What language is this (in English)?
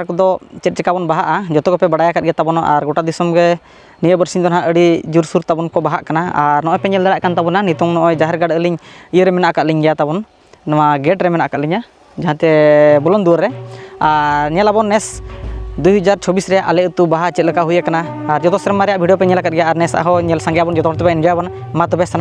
Santali